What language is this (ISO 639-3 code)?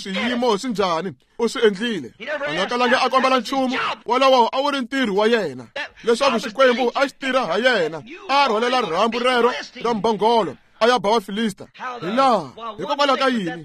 tso